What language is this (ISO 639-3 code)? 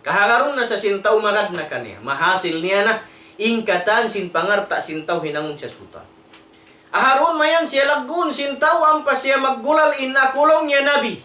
tsg